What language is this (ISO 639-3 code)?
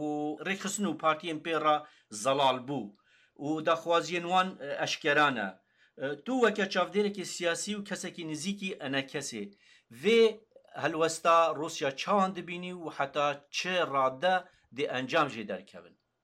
kur